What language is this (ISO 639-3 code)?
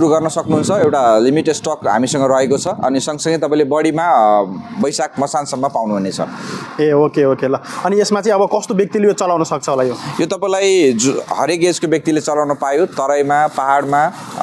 nep